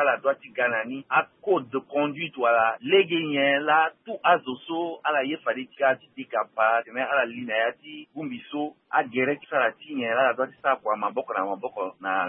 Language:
Sango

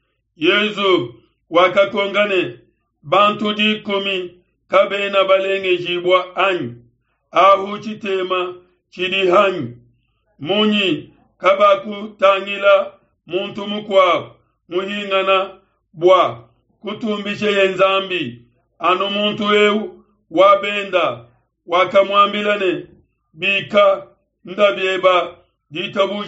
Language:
Luba-Lulua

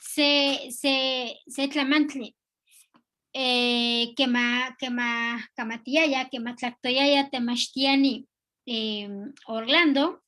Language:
Eastern Huasteca Nahuatl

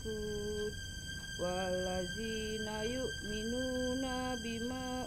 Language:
Betawi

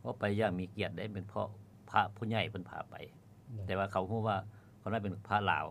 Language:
Lao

